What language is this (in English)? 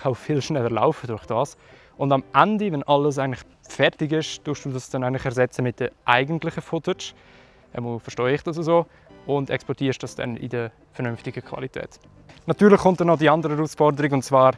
Swiss German